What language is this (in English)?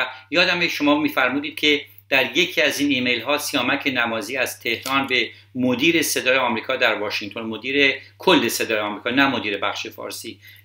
Persian